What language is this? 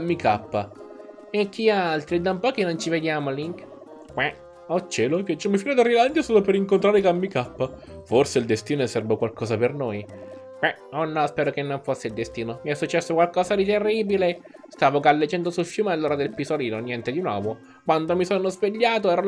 Italian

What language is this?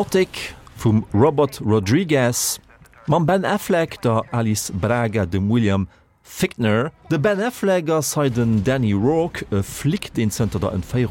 Luxembourgish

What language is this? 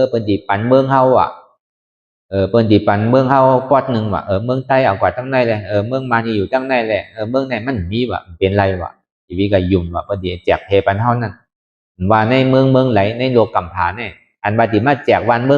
Shan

